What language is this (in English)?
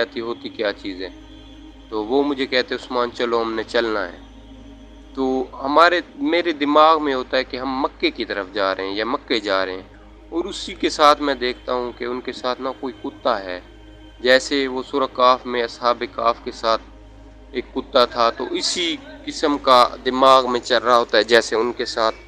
Urdu